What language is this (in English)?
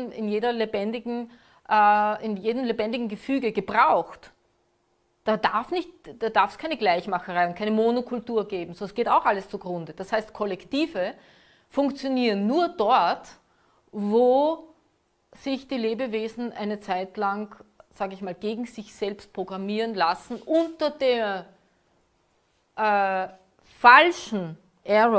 German